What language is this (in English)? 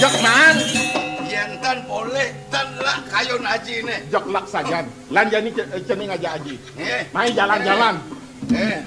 Balinese